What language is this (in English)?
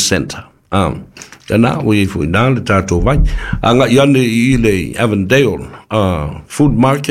Samoan